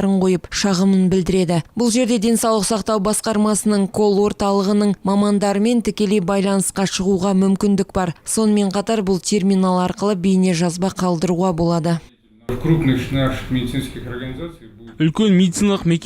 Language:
Kazakh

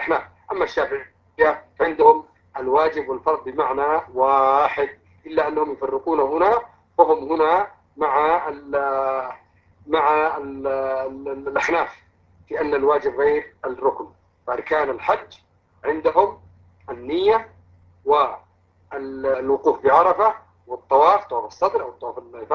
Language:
Arabic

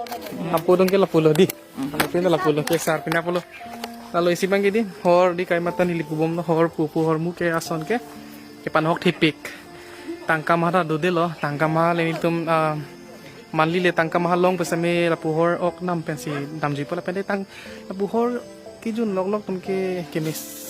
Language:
Karbi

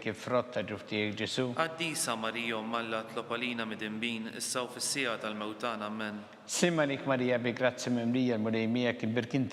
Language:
Maltese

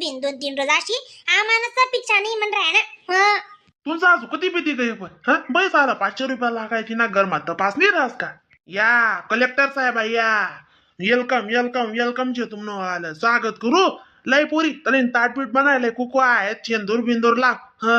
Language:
Khandesi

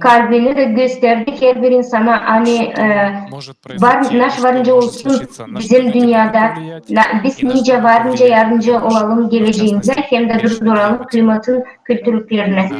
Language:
Gagauz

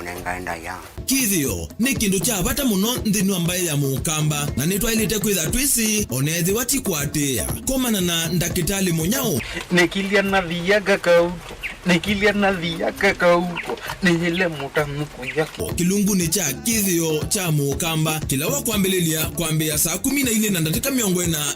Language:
Kamba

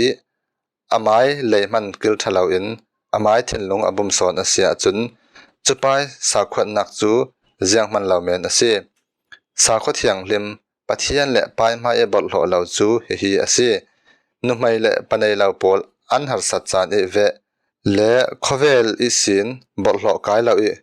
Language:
Falam Chin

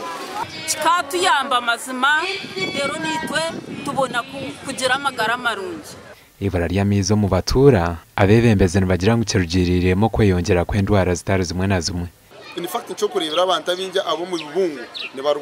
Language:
Nyankole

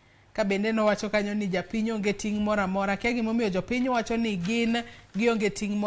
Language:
Luo (Kenya and Tanzania)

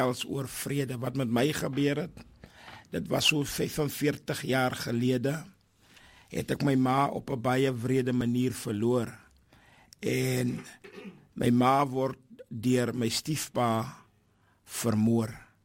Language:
Afrikaans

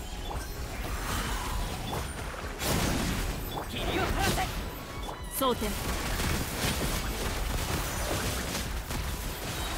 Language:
Japanese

